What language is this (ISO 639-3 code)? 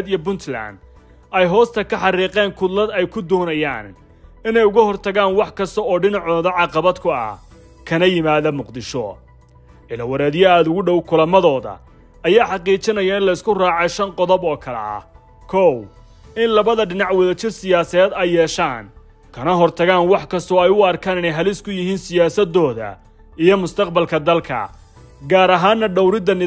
som